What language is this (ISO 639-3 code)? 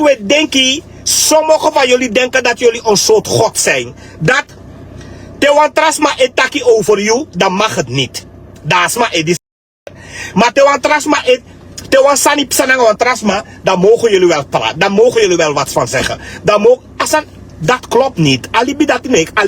srn